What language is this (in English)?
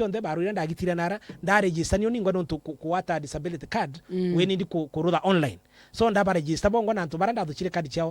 Meru